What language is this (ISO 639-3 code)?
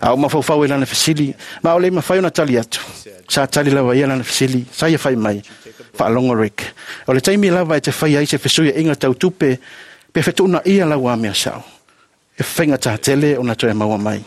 smo